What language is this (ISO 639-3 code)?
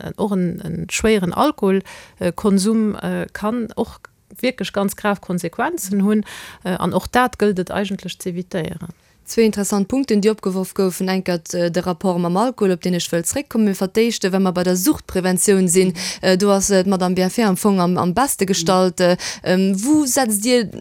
ltz